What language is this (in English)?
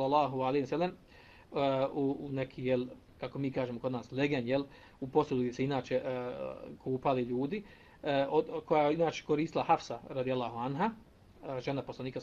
Bosnian